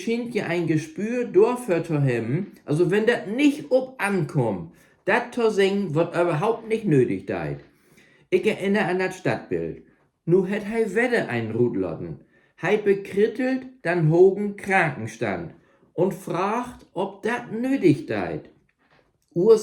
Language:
Low German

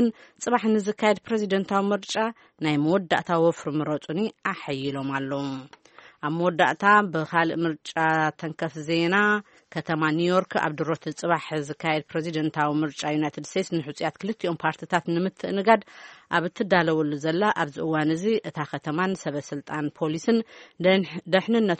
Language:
Tigrinya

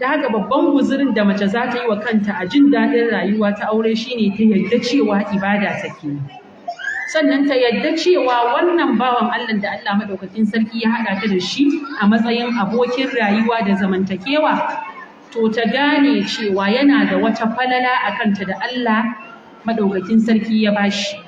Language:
Hausa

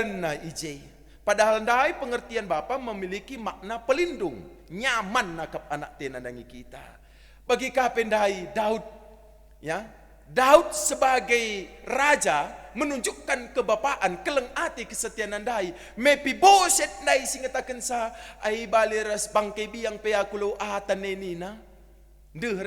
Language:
Batak Karo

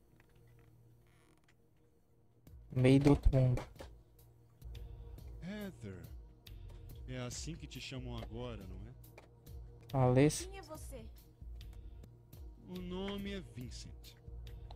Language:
Portuguese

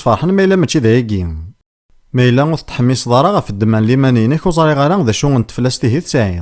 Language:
Kabyle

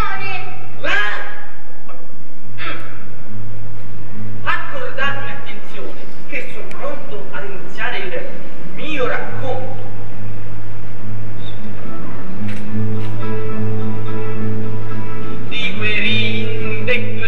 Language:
Italian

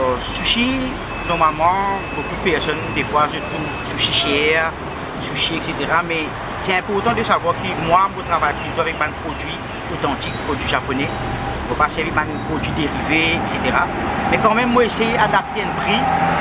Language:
Morisyen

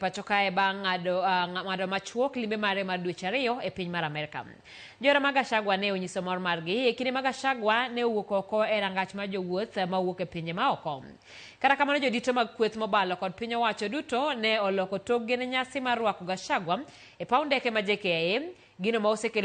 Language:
Luo (Kenya and Tanzania)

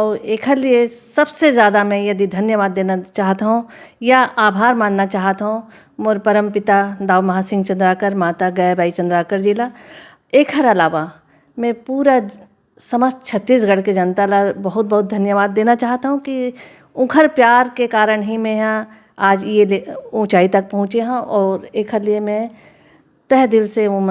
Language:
Chhattisgarhi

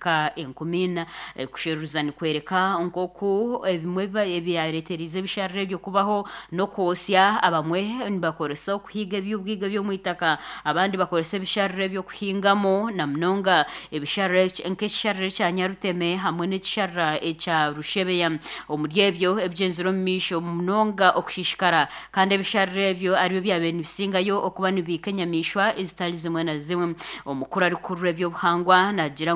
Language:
Nyankole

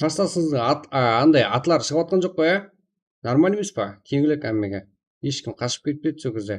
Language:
Kara-Kalpak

